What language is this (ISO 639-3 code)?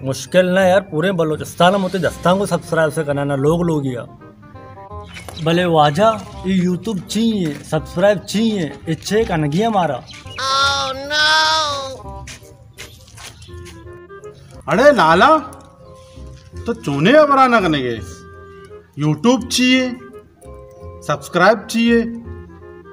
bal